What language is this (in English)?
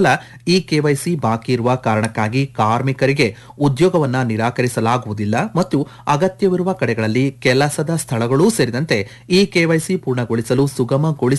Kannada